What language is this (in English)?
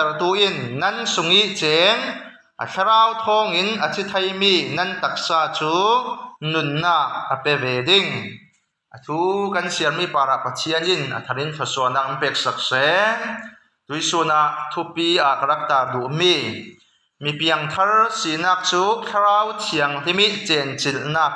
Falam Chin